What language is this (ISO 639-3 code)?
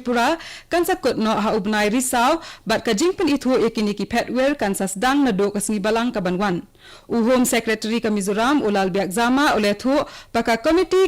kha